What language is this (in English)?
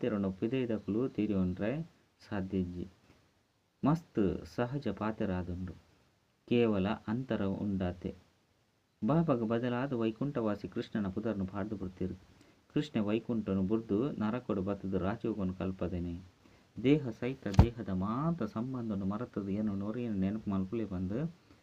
Tulu